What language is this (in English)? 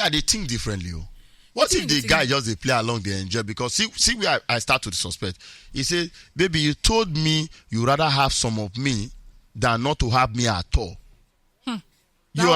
Nigerian Pidgin